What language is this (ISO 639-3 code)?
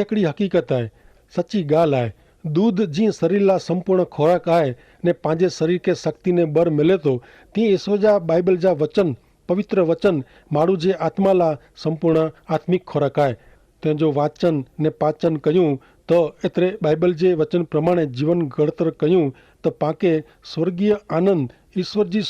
kfr